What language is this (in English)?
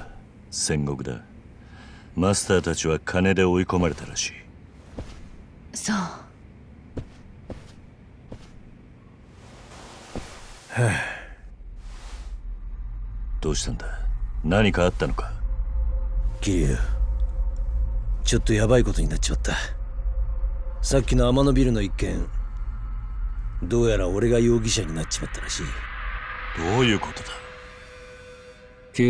Japanese